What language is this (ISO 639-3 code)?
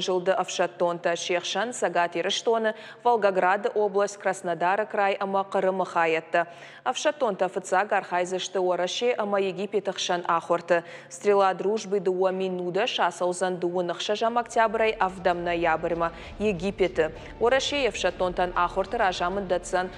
oss